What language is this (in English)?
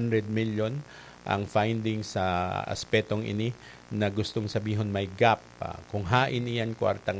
Bikol